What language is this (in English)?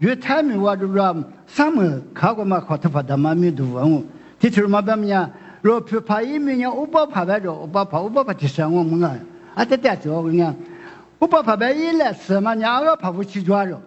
Lisu